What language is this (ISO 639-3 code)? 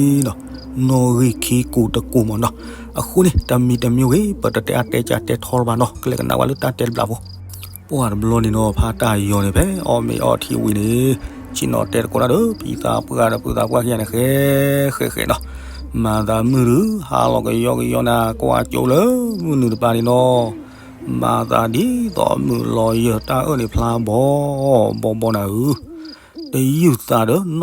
ksw